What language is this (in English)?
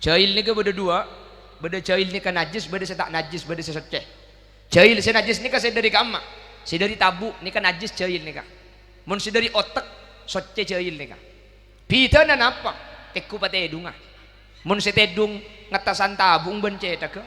Madurese